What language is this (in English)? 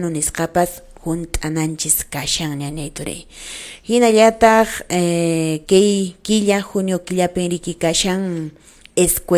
Quechua